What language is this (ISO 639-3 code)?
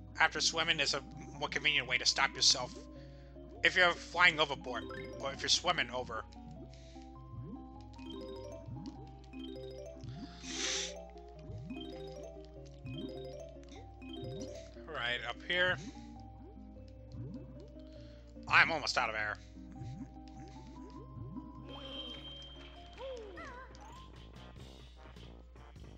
eng